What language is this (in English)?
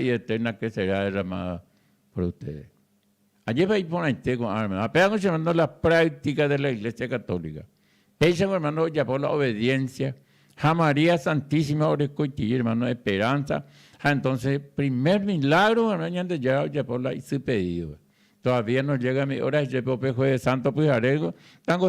Guarani